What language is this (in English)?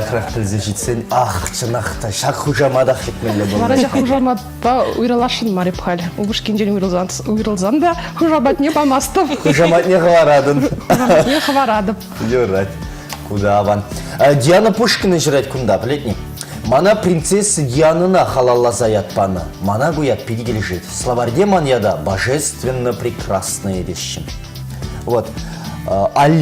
Chuvash